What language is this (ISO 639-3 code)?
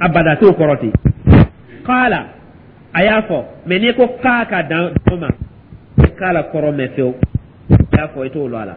dyu